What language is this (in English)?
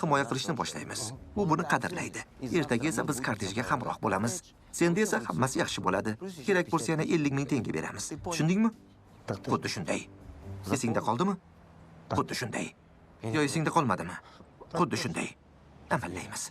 Uzbek